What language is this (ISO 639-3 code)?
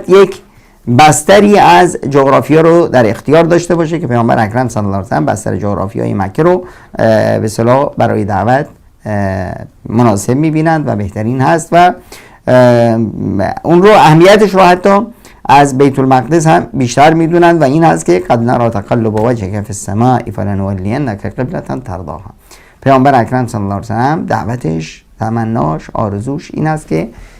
fas